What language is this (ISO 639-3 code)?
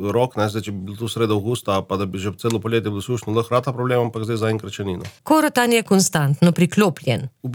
slv